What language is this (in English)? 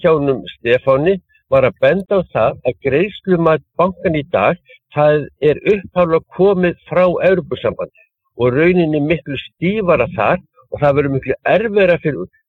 Icelandic